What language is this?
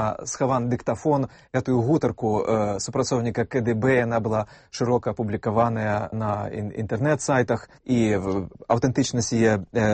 Belarusian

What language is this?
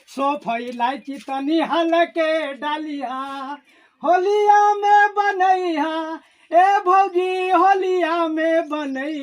Magahi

